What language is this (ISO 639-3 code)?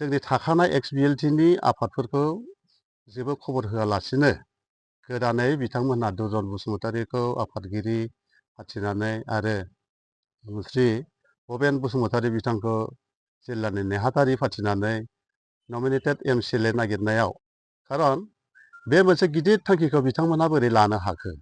brx